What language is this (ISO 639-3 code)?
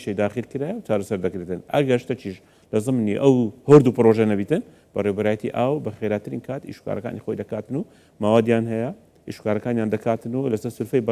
ckb